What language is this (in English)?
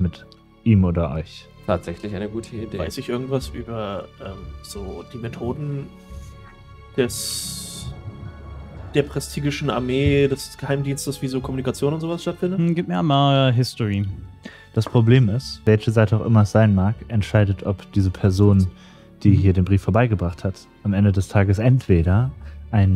German